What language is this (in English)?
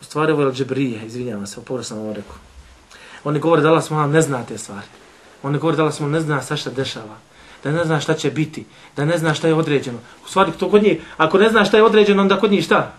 Bosnian